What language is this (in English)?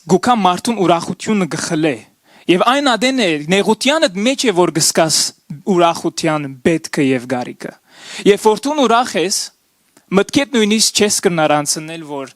Western Armenian